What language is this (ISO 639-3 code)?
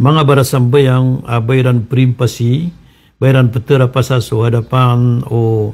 mrw